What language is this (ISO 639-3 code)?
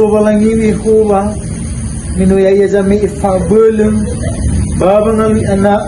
nia